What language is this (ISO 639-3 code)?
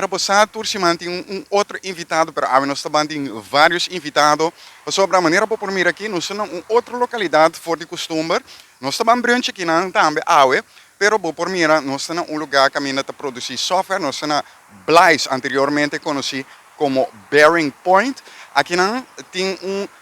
pap